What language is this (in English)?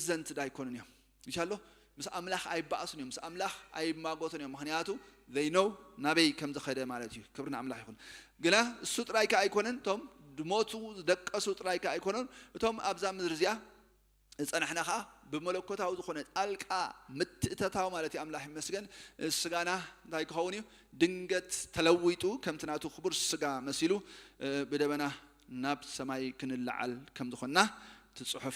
Tigrinya